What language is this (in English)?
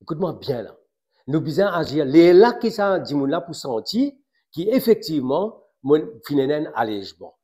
Morisyen